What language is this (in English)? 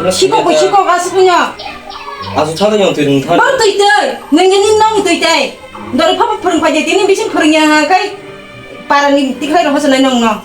Kok Borok